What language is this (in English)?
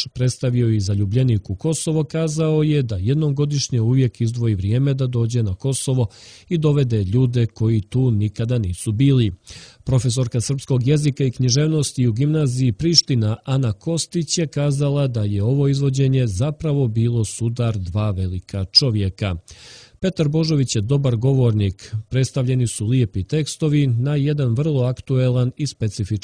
Serbian